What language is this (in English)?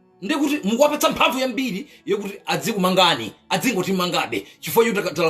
Nyanja